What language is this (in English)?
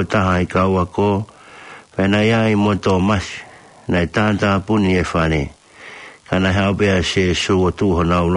Tongan